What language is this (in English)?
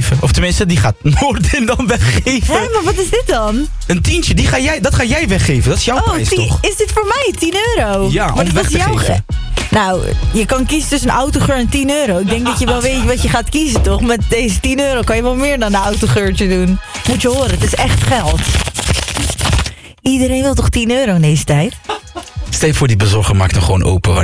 Dutch